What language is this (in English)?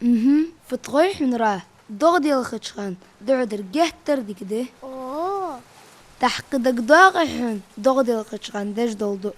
Ingush